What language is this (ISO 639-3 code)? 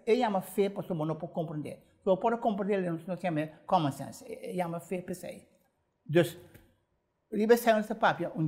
pap